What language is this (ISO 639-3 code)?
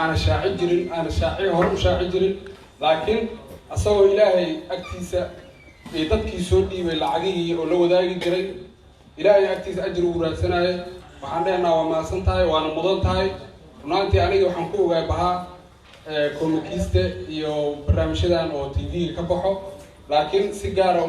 som